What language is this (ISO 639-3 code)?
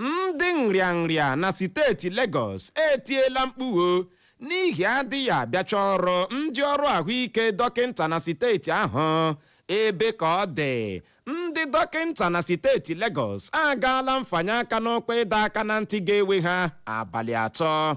ibo